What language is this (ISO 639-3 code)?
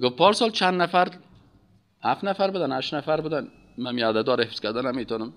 fas